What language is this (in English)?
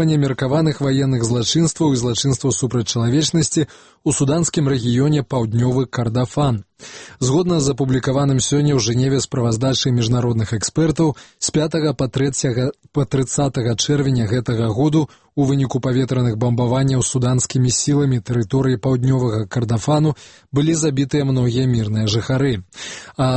Belarusian